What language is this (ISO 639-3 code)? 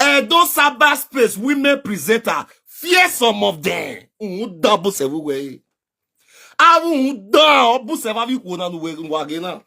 pcm